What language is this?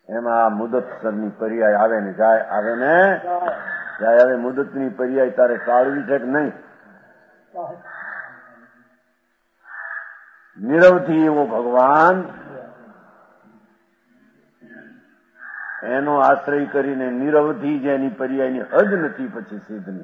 Gujarati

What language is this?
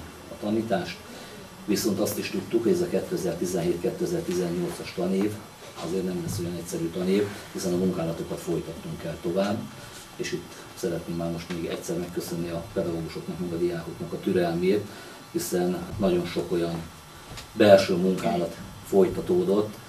Hungarian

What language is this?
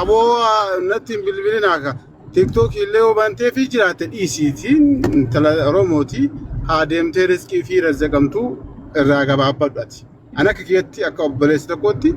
Oromo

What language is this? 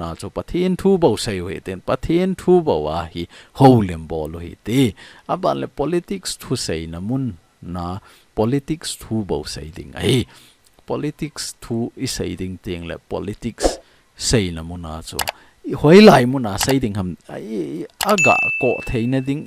Thado Chin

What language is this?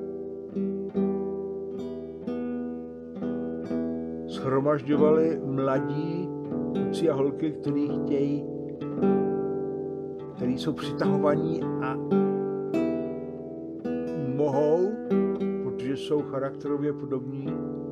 Czech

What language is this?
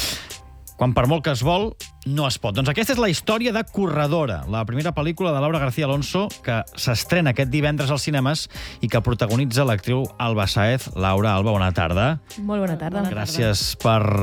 Catalan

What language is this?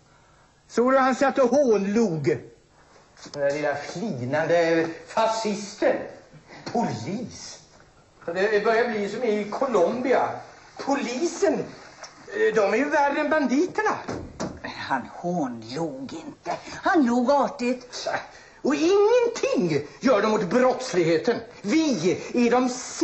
Swedish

